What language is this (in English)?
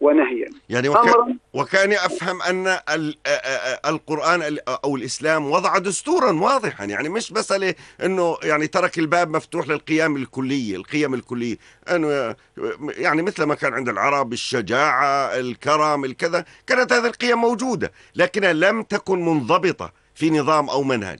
North Levantine Arabic